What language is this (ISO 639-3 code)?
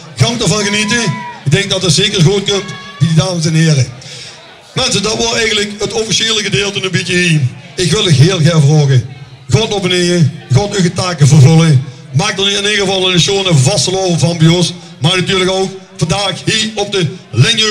lim